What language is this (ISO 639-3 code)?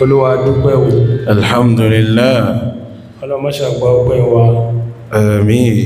yor